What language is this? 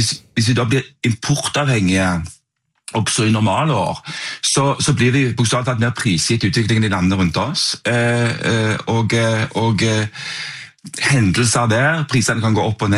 Norwegian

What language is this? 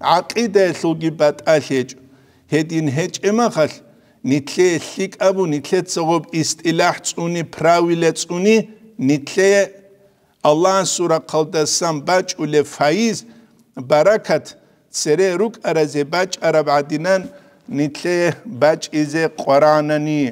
Avaric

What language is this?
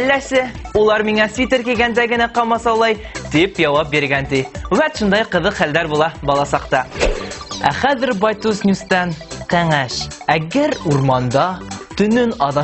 Bashkir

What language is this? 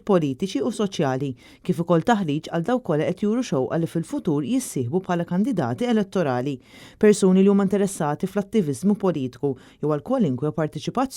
Maltese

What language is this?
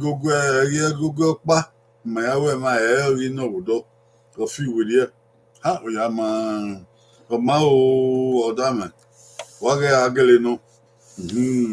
Bini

